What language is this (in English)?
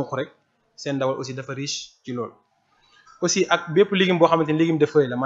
Wolof